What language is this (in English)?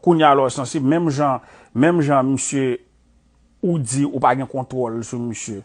Haitian Creole